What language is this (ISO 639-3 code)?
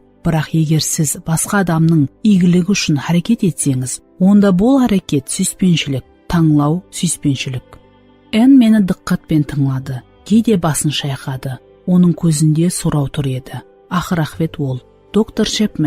kaa